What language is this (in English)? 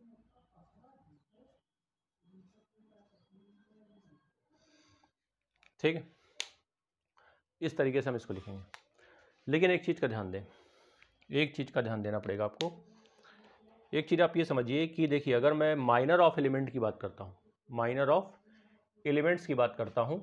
Hindi